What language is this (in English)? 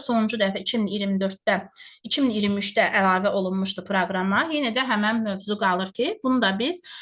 Azerbaijani